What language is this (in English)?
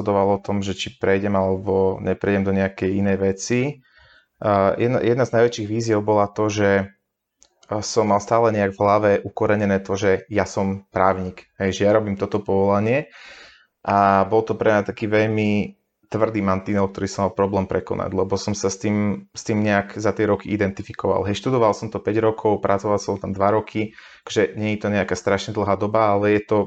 Slovak